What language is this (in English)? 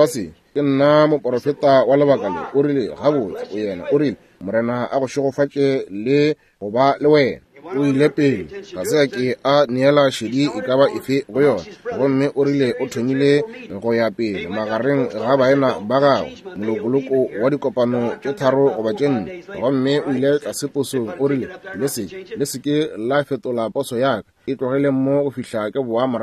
Northern Sotho